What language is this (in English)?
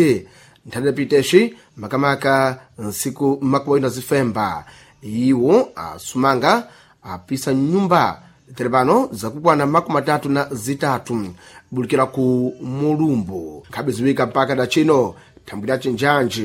Sena